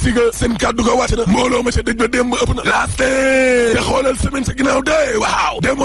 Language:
Wolof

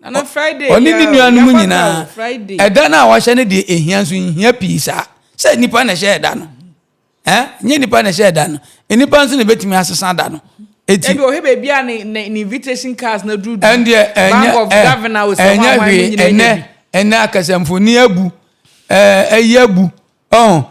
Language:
Akan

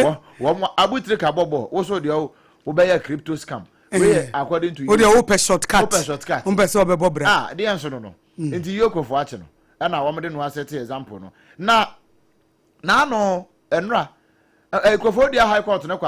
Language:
Akan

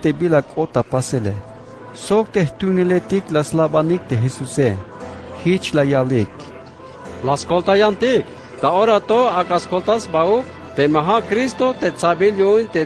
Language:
Tzeltal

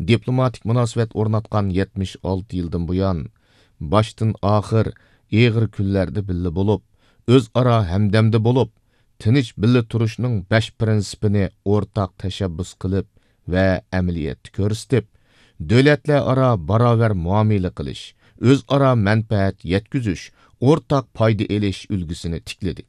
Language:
Uyghur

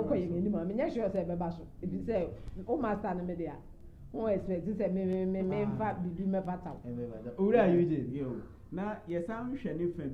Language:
Akan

